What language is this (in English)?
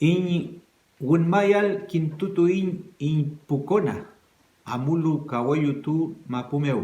Mapuche